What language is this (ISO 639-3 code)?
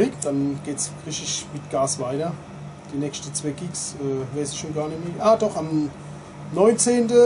pfl